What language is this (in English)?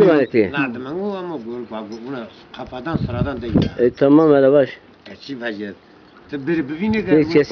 Zaza